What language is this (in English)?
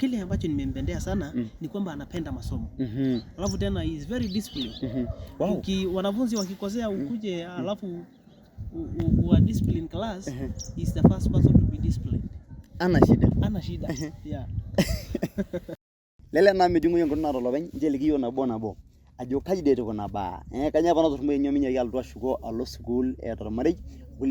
Masai